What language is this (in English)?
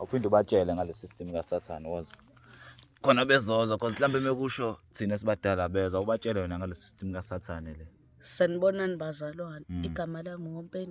Zulu